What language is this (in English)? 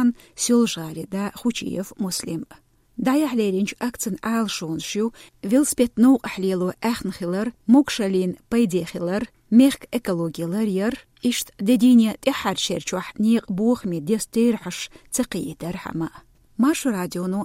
Chechen